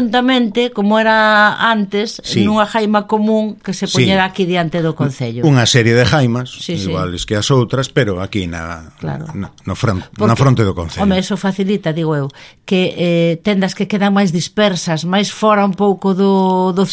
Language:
Galician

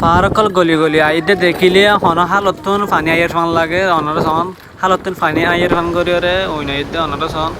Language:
Rohingya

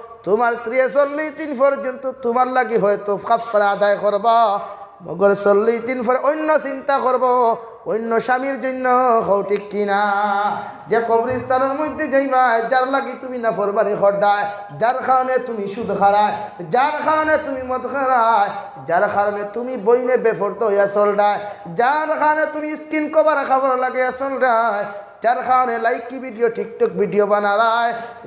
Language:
Sylheti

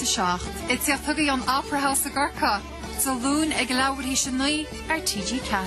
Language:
Irish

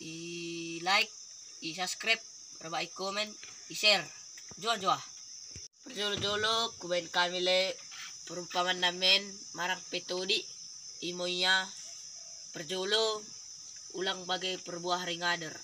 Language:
Batak Dairi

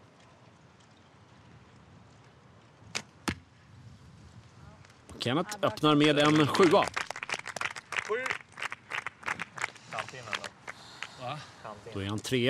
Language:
Swedish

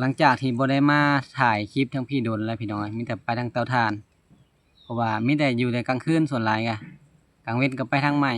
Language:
Lao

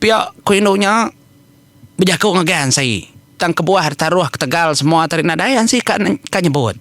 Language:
Iban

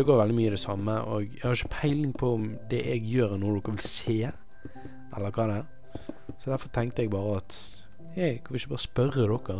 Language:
Norwegian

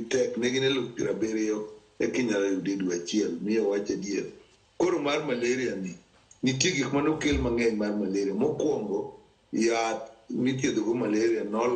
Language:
Luo (Kenya and Tanzania)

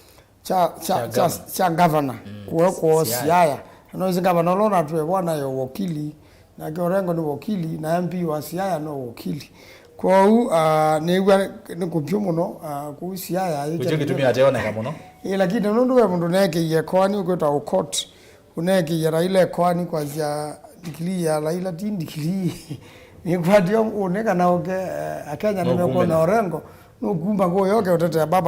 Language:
Kamba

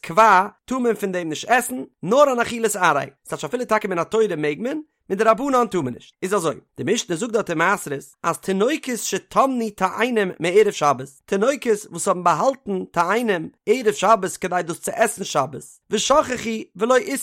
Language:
Yiddish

